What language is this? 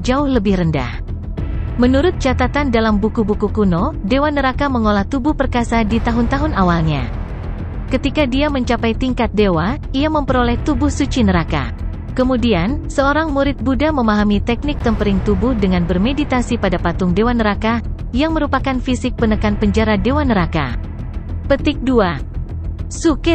Indonesian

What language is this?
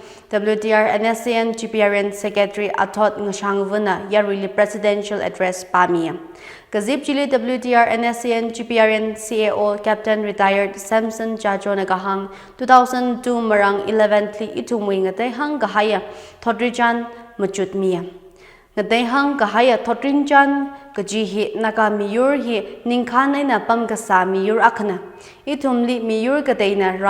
Tangkhul Naga (India)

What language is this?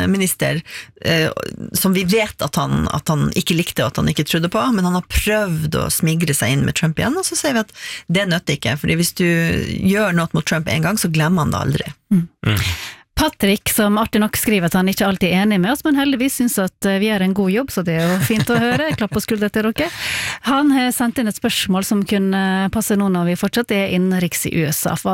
Norwegian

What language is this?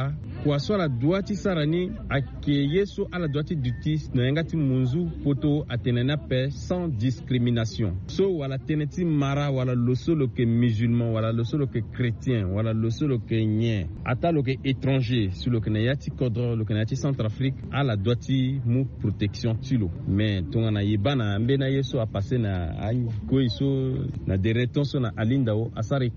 Sango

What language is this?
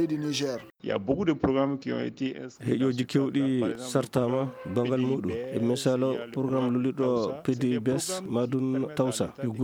Fula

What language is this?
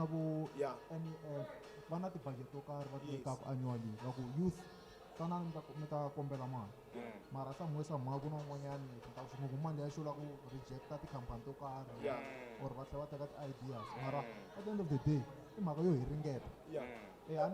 Tsonga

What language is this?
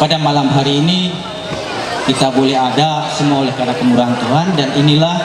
Ma'anyan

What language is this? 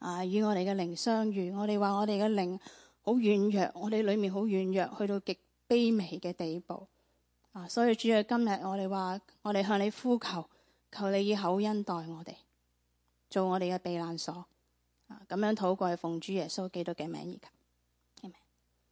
Cantonese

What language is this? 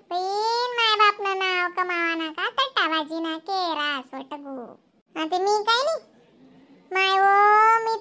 Khandesi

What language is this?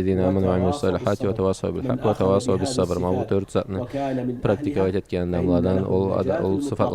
Karachay-Balkar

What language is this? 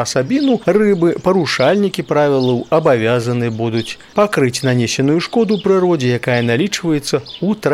Belarusian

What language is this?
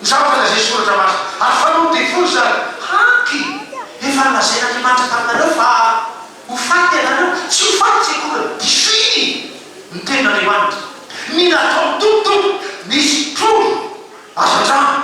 Malagasy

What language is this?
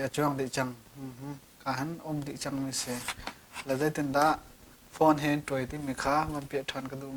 Hakha Chin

